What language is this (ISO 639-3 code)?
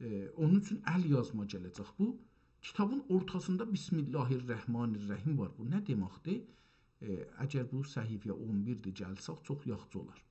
azb